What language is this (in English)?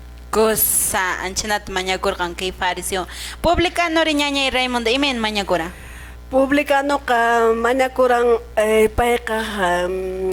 Quechua